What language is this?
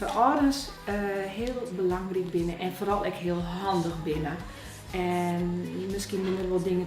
Western Frisian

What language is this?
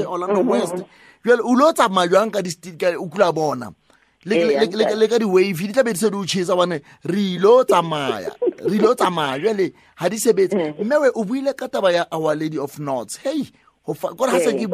Southern Sotho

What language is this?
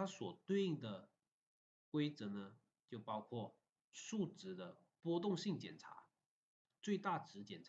Chinese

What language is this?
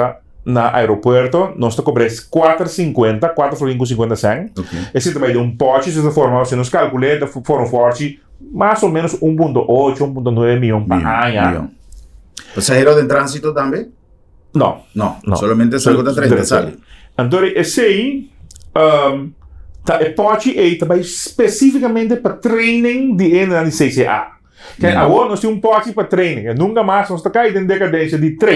Papiamento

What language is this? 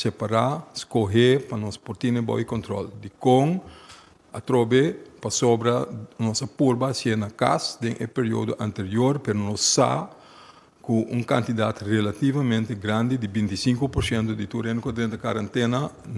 Papiamento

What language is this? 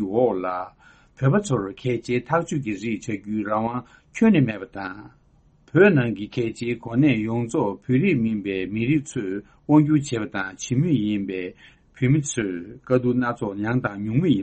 Tibetan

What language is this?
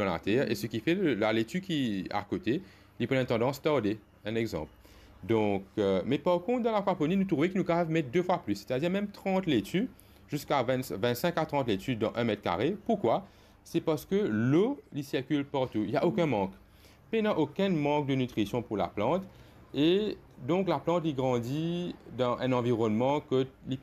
Morisyen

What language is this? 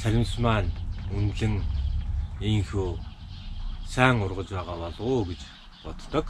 Mongolian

